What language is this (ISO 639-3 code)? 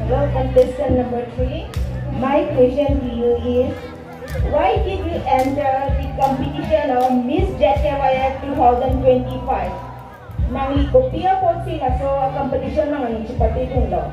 mjw